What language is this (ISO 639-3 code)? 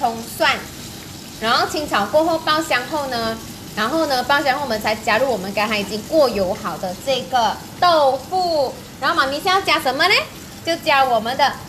zho